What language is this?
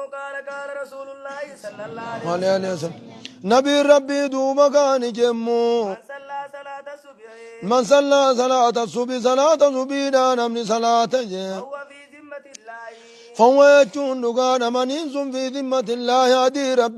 Oromo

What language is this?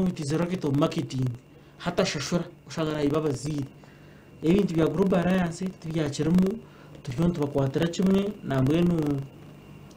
Nyankole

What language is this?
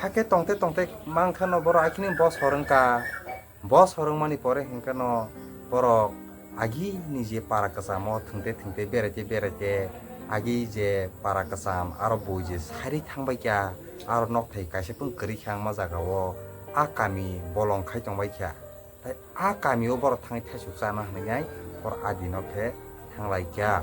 Kok Borok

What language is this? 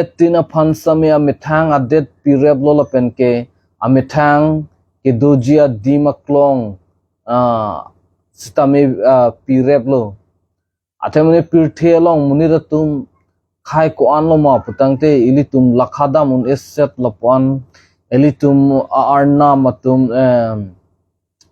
Karbi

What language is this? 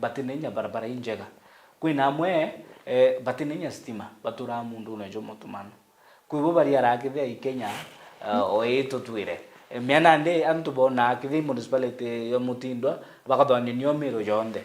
Meru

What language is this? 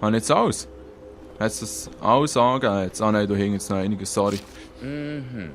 Swiss German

